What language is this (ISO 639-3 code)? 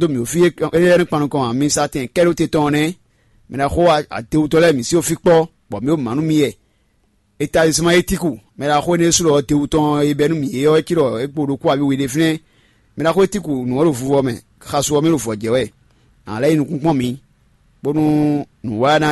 fon